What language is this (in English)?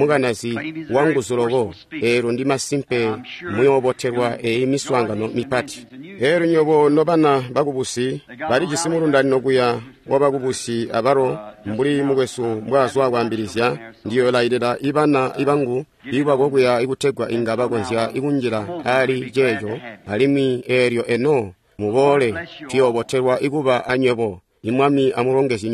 Tonga (Zambia)